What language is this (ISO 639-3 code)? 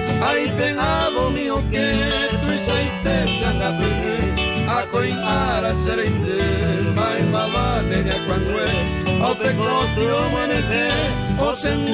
grn